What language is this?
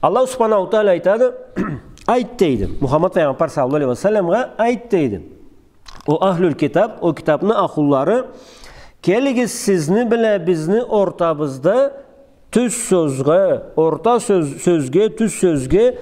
Karachay-Balkar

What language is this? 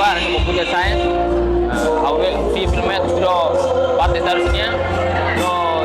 Tetum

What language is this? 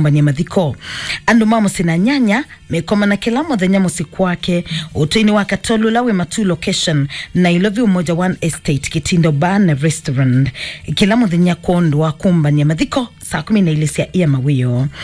Kamba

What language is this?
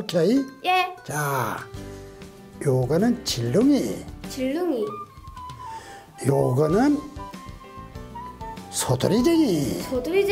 Korean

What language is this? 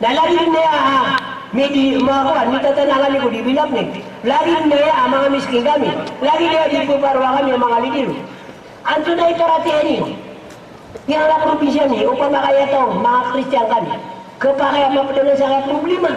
Maranao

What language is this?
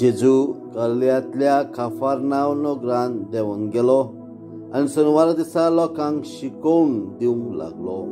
Konkani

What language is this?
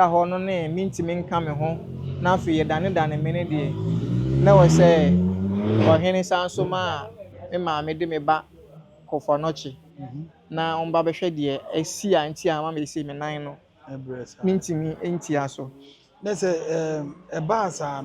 Akan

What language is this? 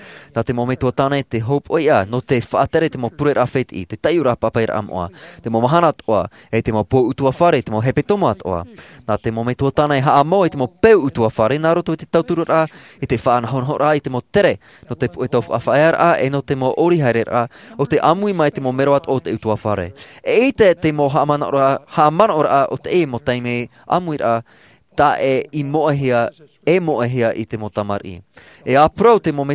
Tahitian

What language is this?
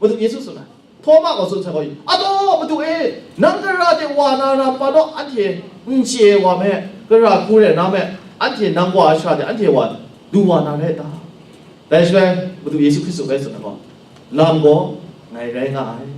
Kachin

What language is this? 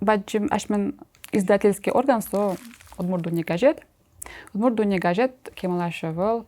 Udmurt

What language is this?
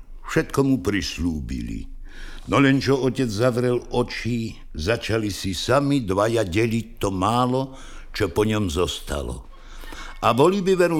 Slovak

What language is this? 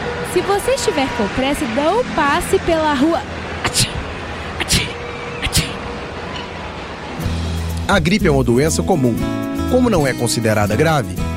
Portuguese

